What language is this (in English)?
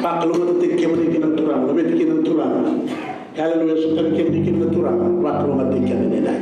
Fijian